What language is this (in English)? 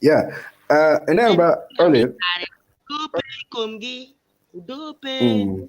Acoli